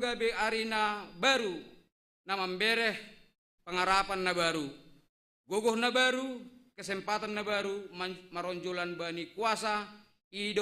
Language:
Batak Simalungun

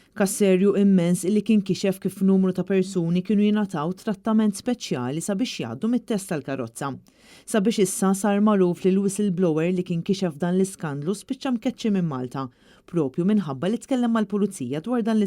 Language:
Maltese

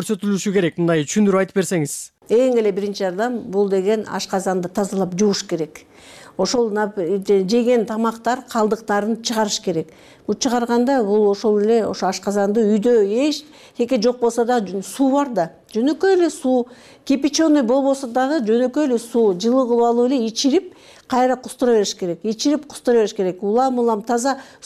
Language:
Kyrgyz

